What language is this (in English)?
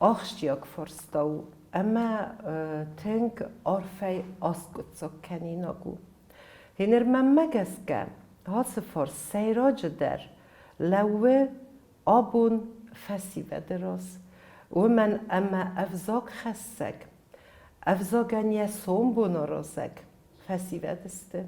Ossetic